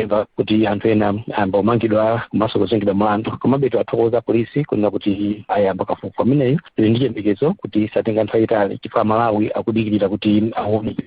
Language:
Nyanja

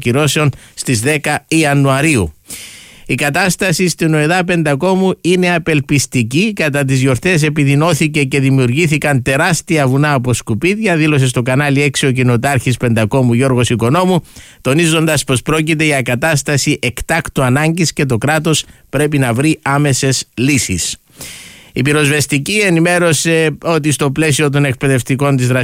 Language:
Greek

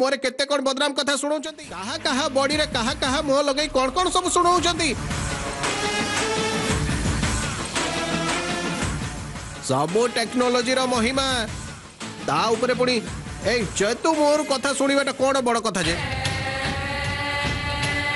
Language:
Odia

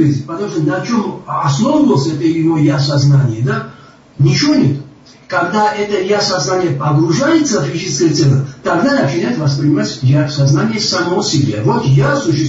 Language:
Russian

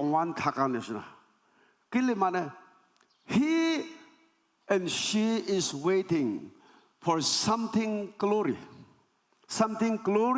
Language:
Naga Pidgin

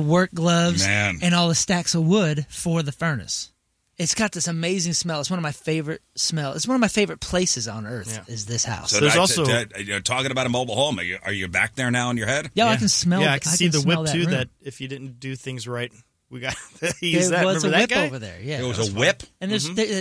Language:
English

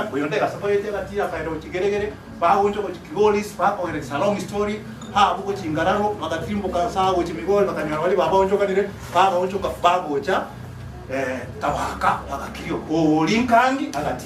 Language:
Gusii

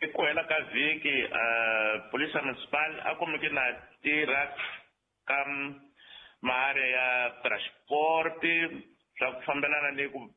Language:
Tsonga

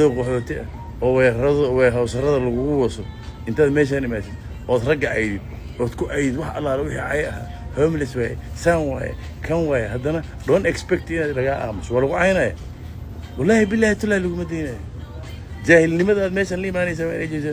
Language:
Somali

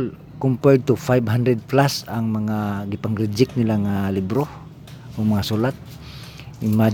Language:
Cebuano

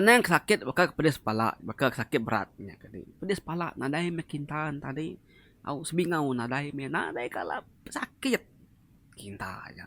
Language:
Iban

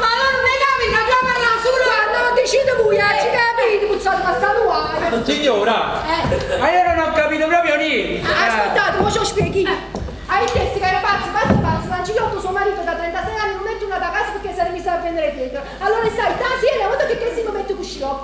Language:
Neapolitan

